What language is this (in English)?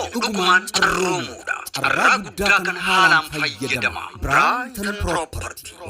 Oromo